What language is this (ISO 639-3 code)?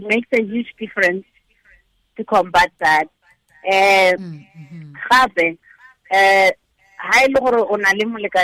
tsn